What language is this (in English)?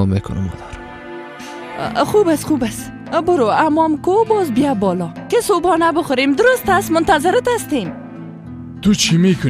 Persian